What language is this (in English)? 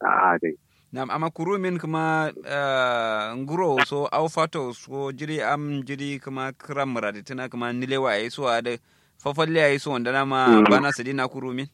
Kanuri